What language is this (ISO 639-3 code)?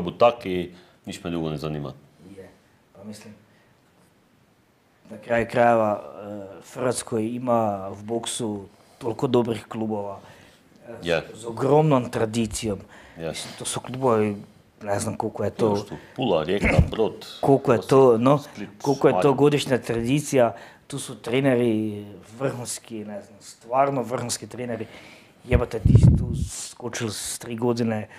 hrv